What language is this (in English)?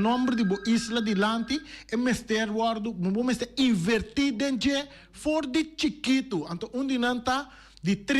Papiamento